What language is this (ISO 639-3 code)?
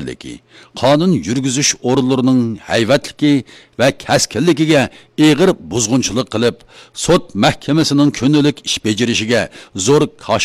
uig